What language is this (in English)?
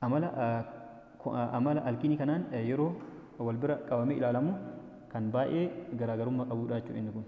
Oromo